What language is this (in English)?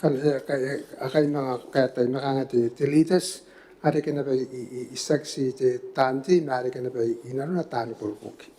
Gilbertese